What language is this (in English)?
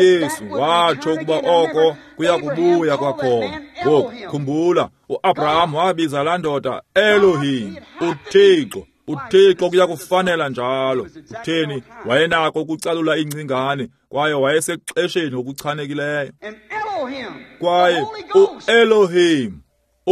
Xhosa